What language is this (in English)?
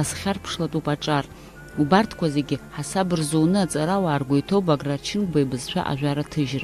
Abkhazian